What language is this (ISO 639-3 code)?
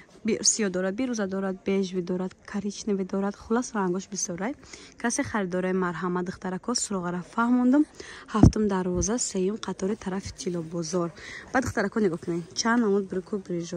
tgk